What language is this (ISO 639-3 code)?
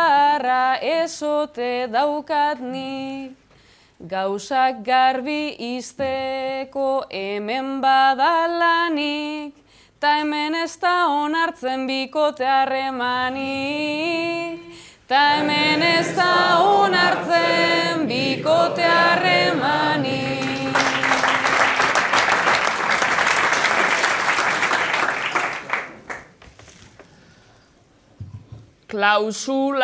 eus